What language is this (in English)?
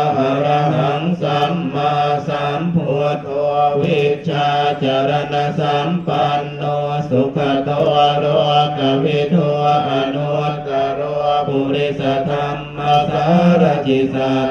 Pali